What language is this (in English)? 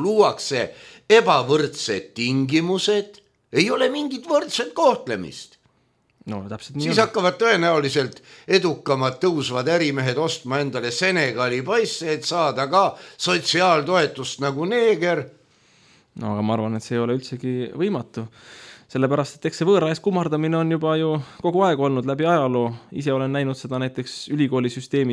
Estonian